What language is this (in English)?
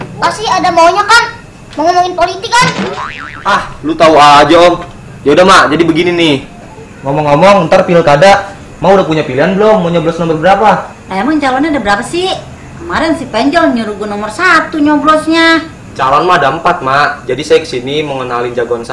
Betawi